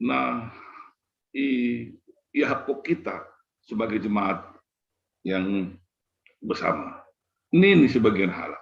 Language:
Batak Simalungun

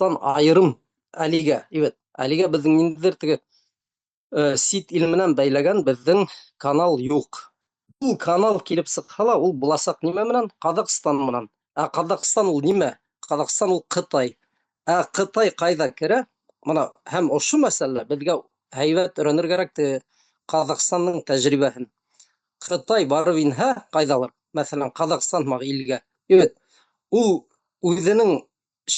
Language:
Bashkir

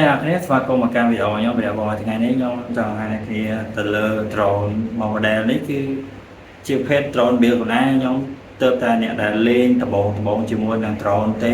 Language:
Khmer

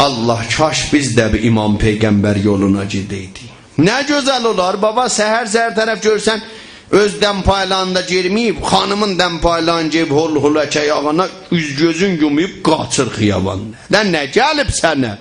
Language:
South Azerbaijani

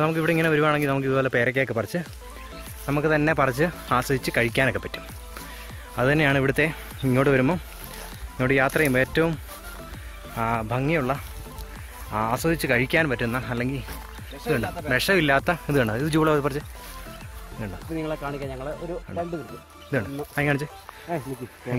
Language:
Malayalam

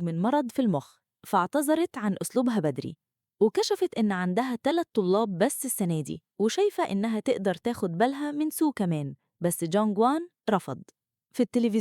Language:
Egyptian Arabic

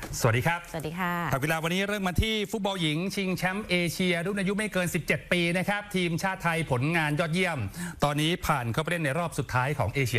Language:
Thai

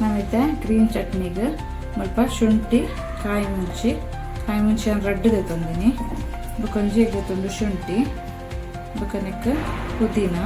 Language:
Tulu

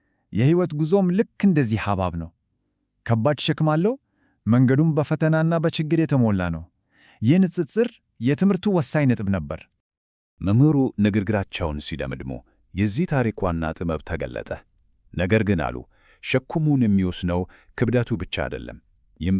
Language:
Amharic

